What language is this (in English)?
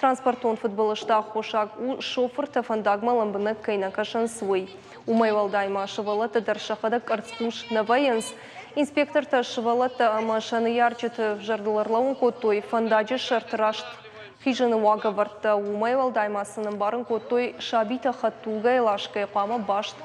Ossetic